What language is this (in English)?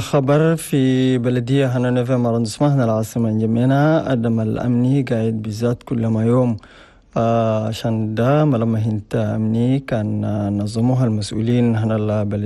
Chadian Arabic